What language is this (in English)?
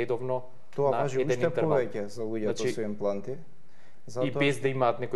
Macedonian